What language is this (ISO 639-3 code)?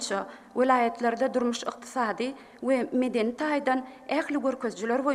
tuk